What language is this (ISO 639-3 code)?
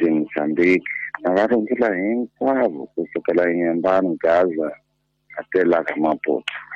tso